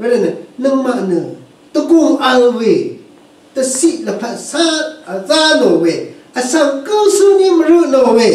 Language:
Rawang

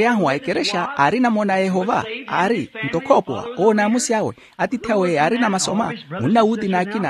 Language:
Makhuwa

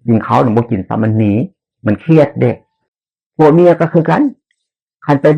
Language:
Northeastern Thai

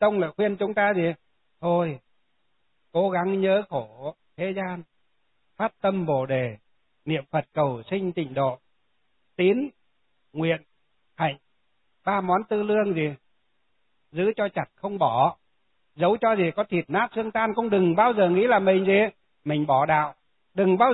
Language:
Vietnamese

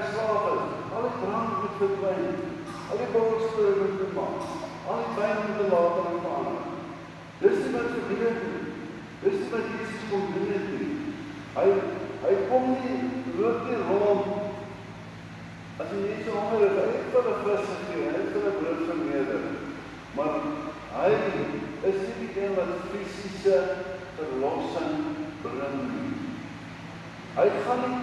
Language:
Afrikaans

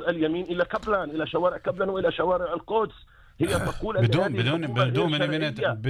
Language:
North Levantine Arabic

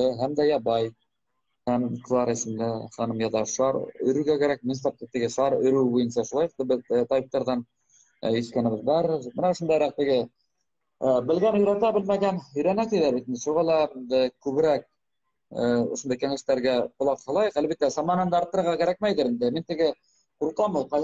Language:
Bashkir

